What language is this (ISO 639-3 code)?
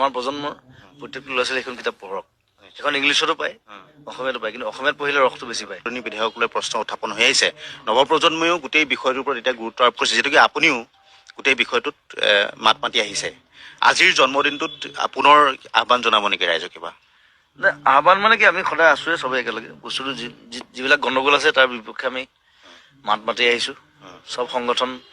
asm